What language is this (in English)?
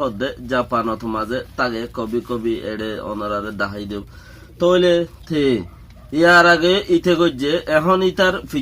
Rohingya